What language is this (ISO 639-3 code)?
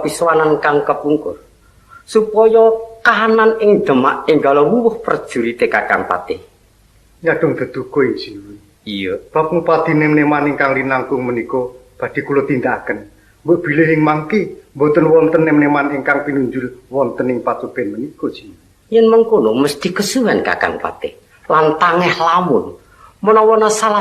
jav